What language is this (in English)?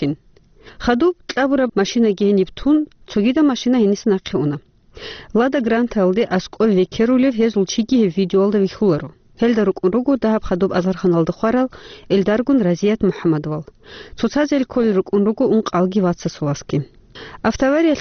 Avaric